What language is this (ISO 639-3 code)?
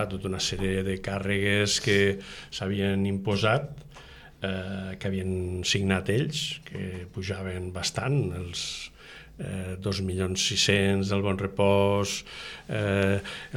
cat